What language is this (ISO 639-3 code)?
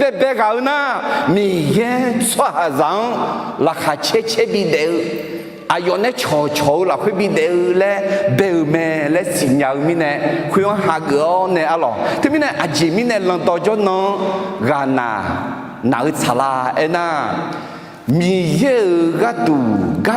ahk